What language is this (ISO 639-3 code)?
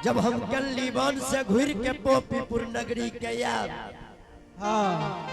anp